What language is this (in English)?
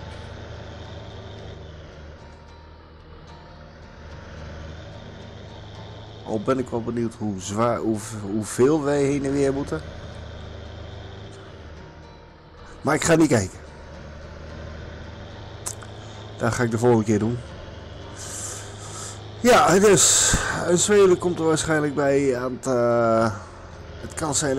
Dutch